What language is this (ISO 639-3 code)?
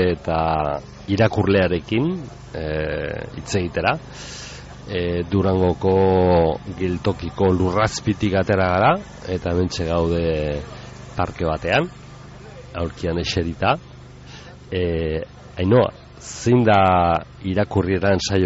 eus